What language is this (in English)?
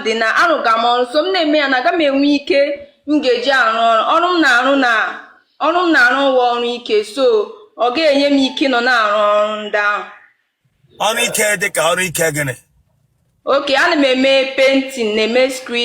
Igbo